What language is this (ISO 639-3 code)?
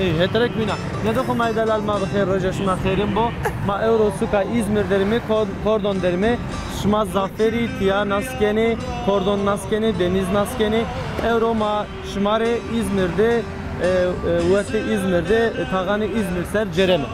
zza